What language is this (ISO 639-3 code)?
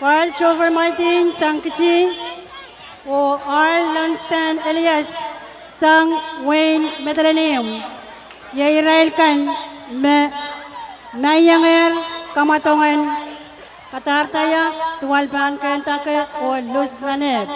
pon